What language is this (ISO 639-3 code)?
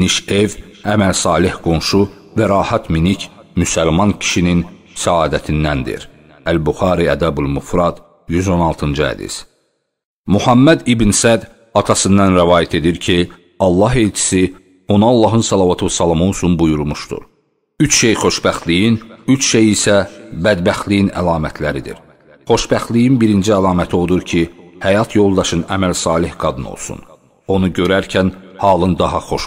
aze